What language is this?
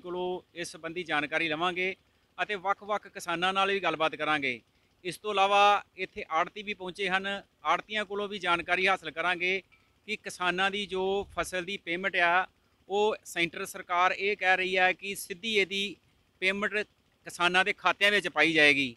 Punjabi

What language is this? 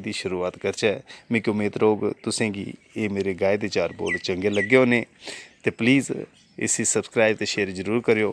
Dogri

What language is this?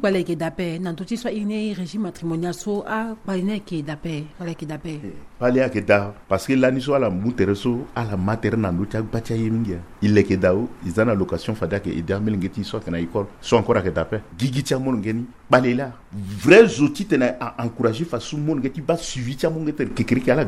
Sango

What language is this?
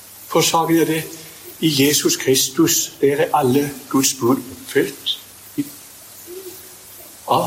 Norwegian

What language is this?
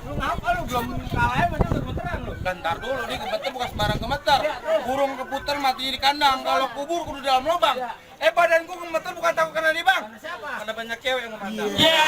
Betawi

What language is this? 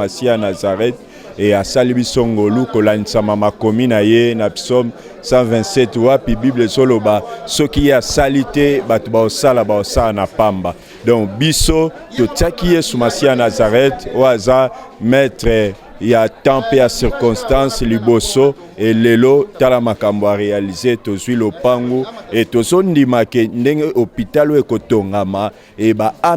Lingala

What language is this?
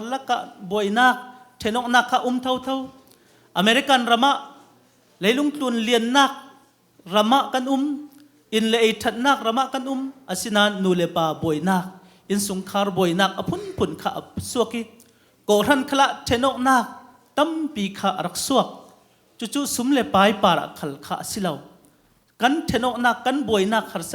Hakha Chin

